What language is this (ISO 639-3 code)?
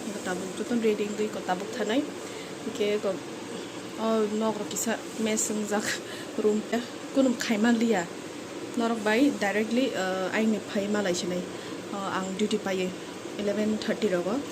trp